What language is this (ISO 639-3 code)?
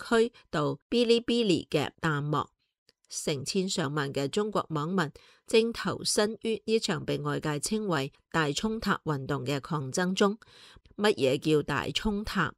yue